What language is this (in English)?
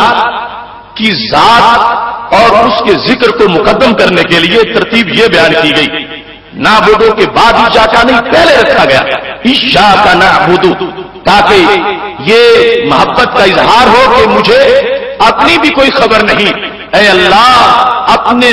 Urdu